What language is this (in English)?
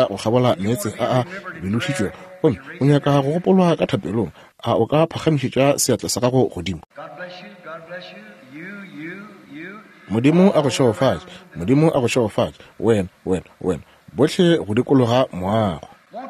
Northern Sotho